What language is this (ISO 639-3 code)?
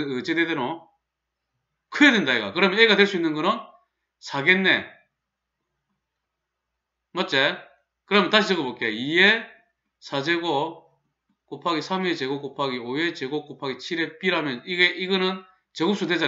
kor